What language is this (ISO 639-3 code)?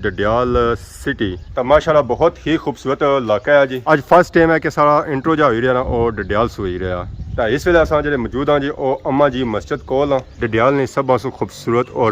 phr